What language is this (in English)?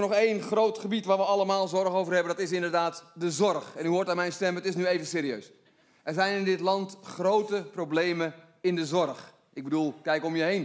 Dutch